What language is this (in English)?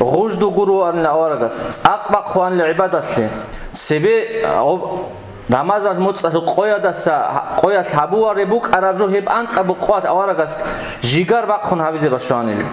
Avaric